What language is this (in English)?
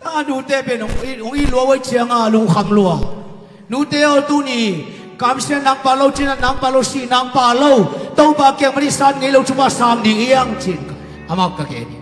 Tedim Chin